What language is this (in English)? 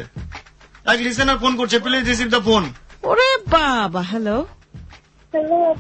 Bangla